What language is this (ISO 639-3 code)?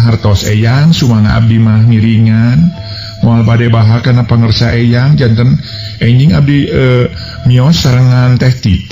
sun